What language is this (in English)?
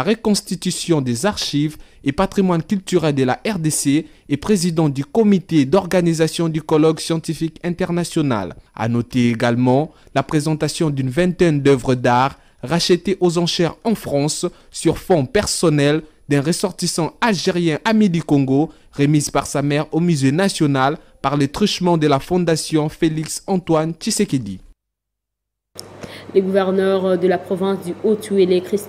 French